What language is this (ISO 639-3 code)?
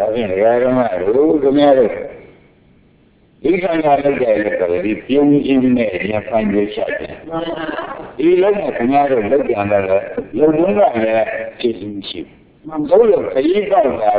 mya